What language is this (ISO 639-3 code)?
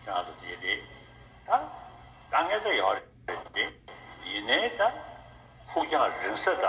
bod